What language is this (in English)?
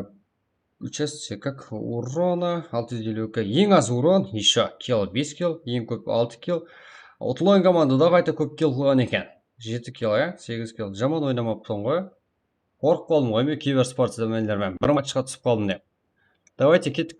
Kara-Kalpak